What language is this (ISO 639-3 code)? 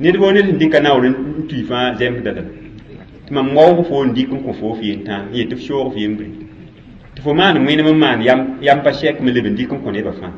mos